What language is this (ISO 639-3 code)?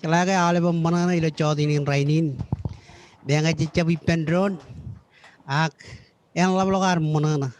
mah